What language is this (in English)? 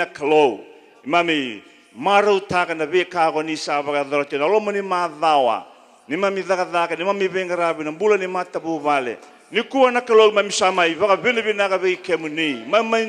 Fijian